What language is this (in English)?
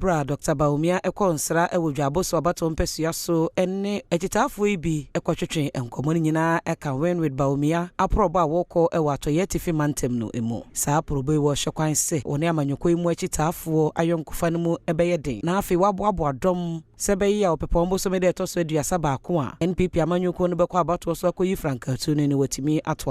Akan